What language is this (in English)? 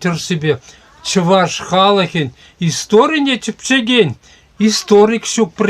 Chuvash